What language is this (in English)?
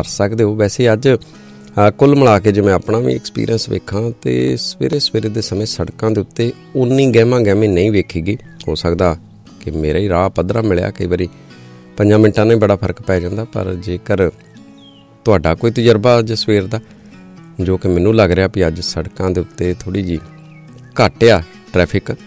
Punjabi